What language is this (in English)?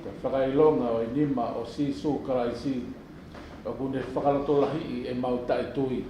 Tongan